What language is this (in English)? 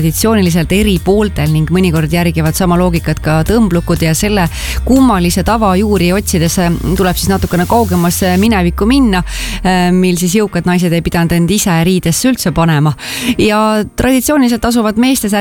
Estonian